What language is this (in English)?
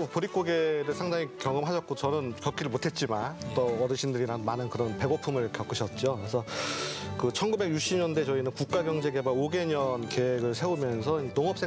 Korean